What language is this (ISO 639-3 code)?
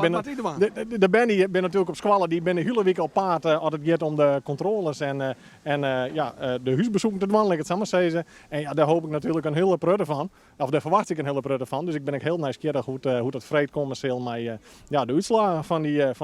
fry